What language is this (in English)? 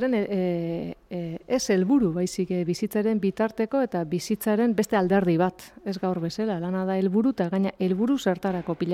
Basque